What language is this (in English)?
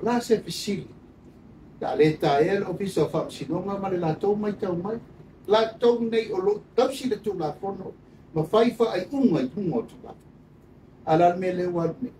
Samoan